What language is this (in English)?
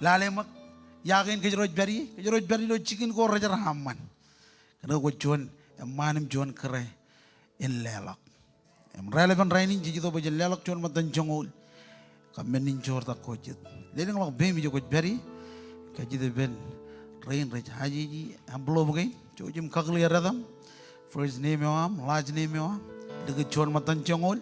Marshallese